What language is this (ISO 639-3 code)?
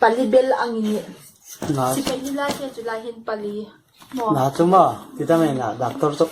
hmr